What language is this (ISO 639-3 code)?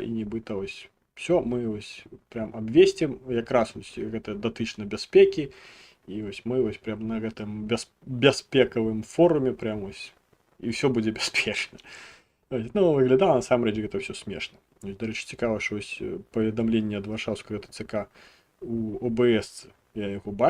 bel